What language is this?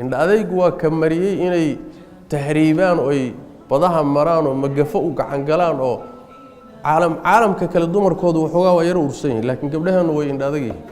Somali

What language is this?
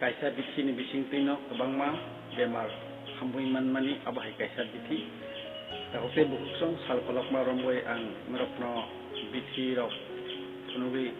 Kok Borok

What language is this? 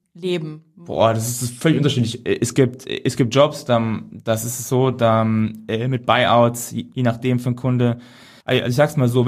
German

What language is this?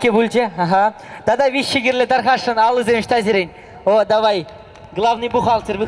Chuvash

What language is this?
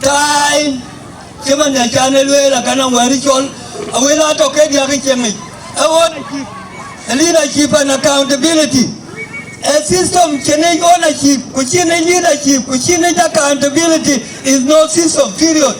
Dinka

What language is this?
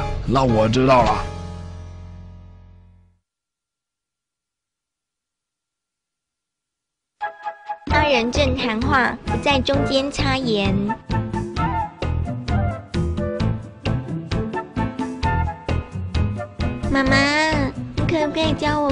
Chinese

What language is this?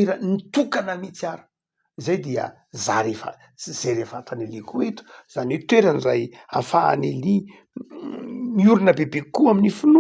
Malagasy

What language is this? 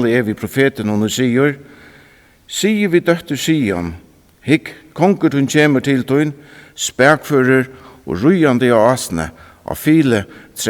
Faroese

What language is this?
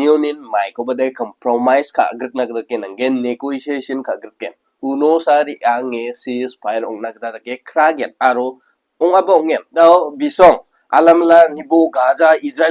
Garo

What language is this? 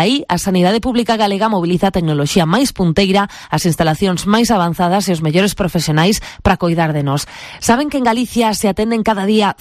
Galician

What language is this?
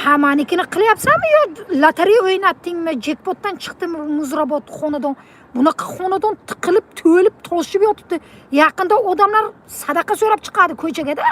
Uzbek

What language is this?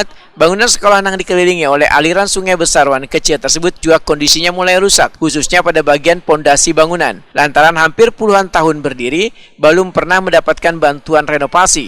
Banjar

